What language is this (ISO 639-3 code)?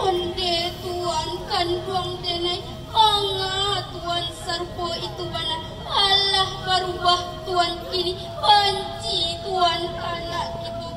min